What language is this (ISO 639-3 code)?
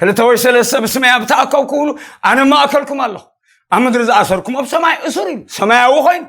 tir